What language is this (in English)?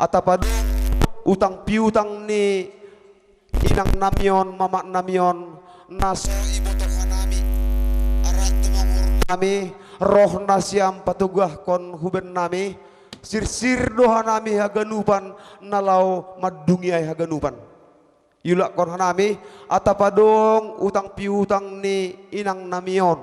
Batak Simalungun